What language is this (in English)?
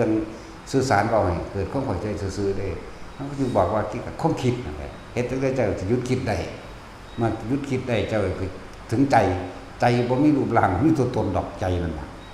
Northeastern Thai